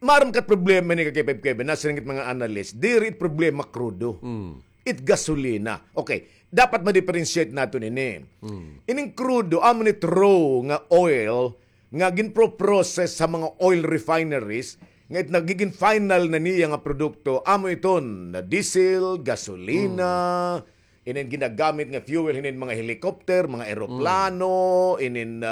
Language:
Waray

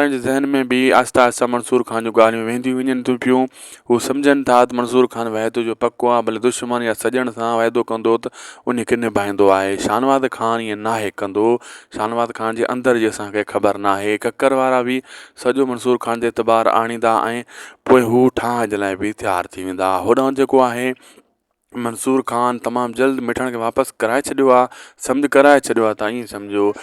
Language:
Sindhi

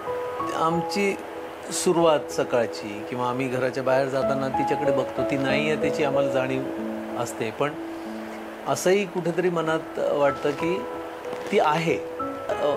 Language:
Marathi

